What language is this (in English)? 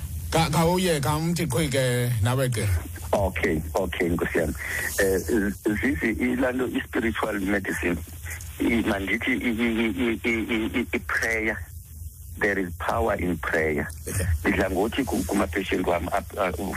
Xhosa